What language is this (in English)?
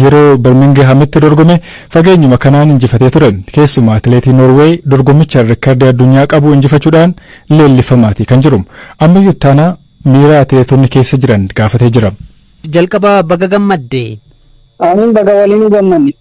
Oromo